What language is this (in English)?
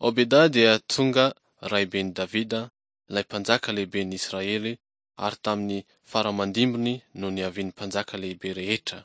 Malagasy